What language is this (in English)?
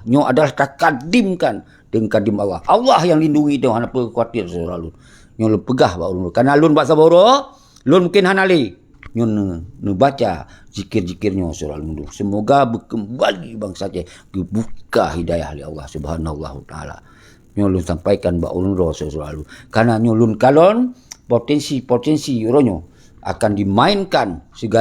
Achinese